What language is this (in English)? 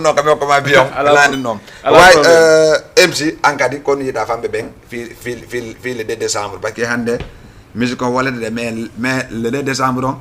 Fula